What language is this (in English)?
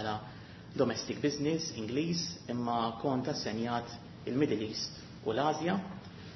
Maltese